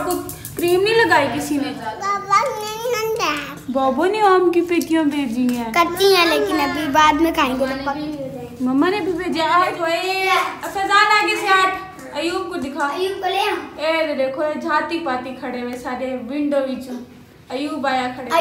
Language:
Saraiki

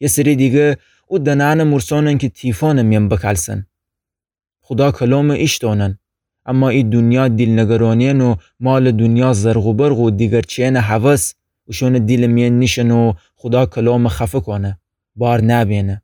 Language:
Gilaki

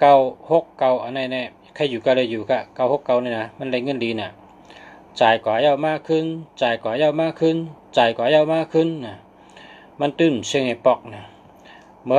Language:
Shan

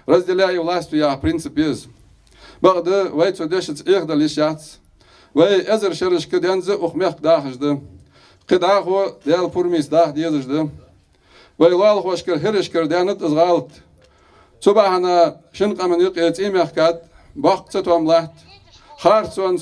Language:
Ingush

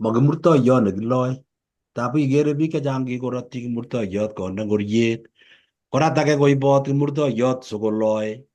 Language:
Kalenjin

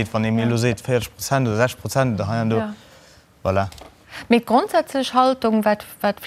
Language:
Luxembourgish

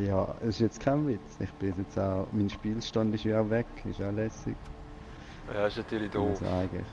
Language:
Swiss German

